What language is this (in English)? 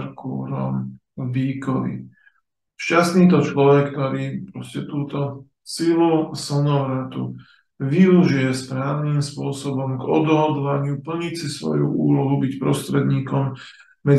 Slovak